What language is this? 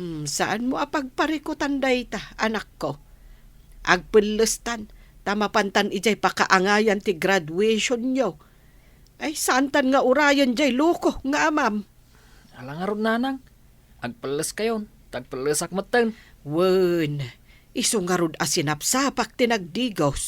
Iloko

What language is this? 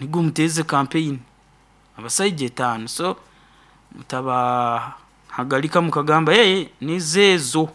Nyankole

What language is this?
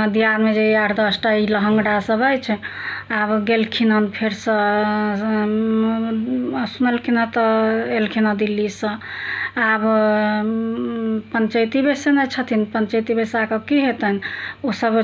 Maithili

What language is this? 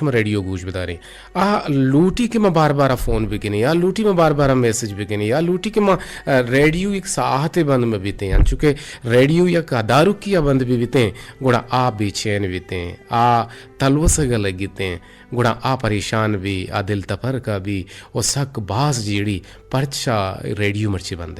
Eastern Balochi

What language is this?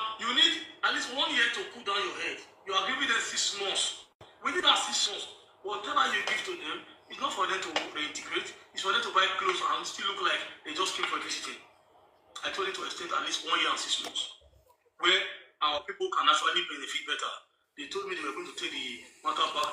Nigerian Pidgin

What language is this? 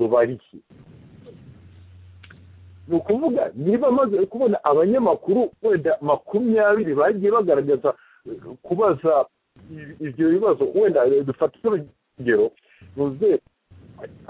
Kinyarwanda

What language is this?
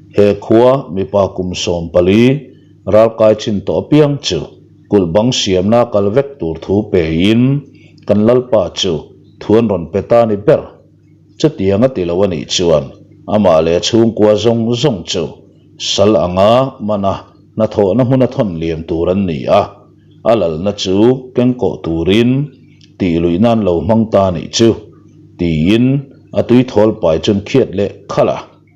Mizo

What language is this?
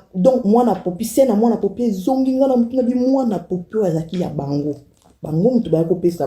Lingala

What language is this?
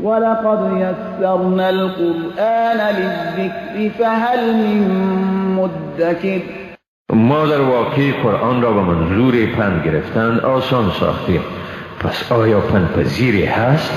Persian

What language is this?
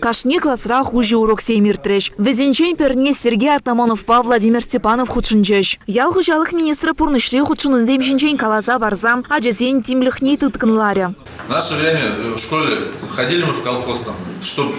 Chuvash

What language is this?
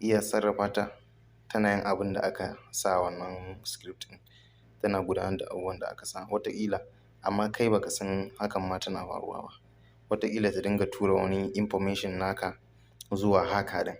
Hausa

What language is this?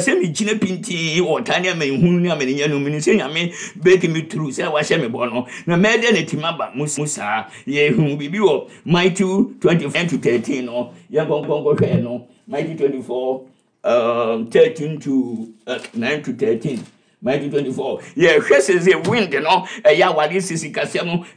Akan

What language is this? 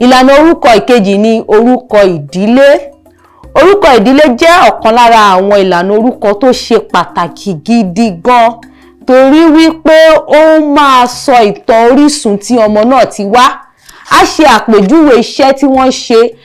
Yoruba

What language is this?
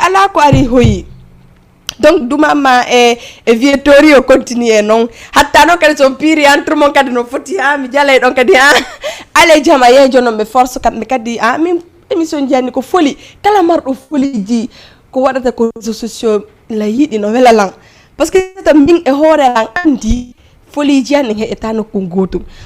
Fula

